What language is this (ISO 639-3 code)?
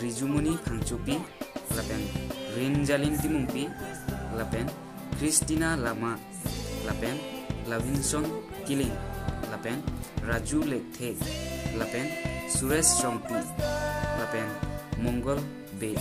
mjw